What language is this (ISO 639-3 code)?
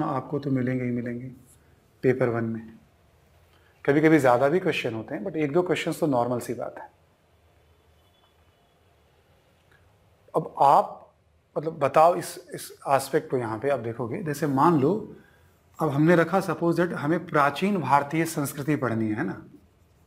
hin